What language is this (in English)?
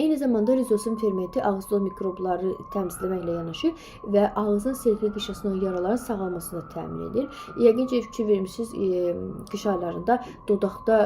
Azerbaijani